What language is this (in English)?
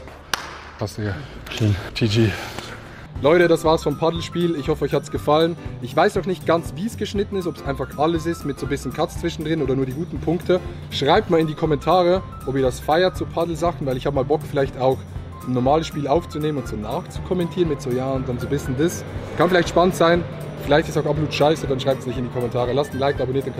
Swiss German